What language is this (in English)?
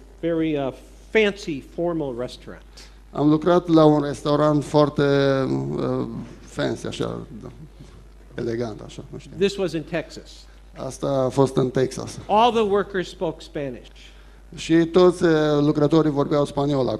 Romanian